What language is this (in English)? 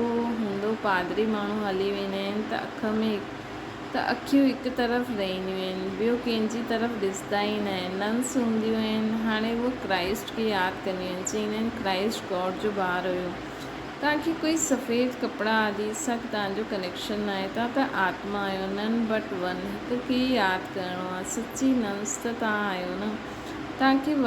Sindhi